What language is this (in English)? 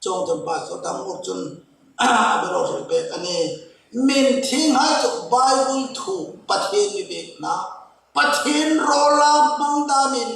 Hmar